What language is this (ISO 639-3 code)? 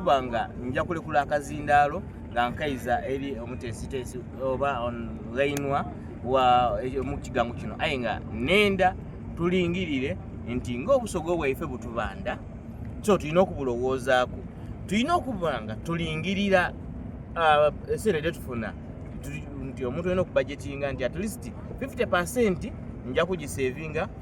xog